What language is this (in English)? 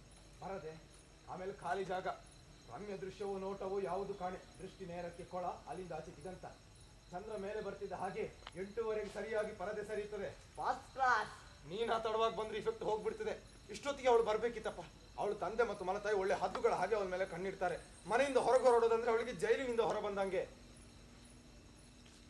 Kannada